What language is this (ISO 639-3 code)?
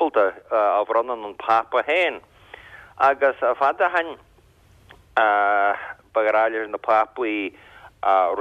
gle